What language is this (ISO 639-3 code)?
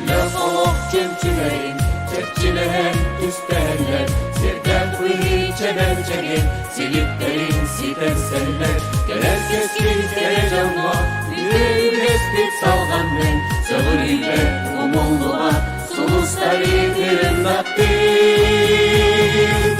sah